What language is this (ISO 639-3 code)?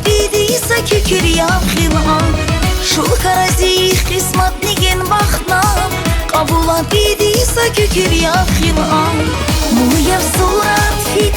tab